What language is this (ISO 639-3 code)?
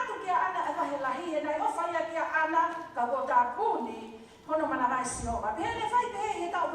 ton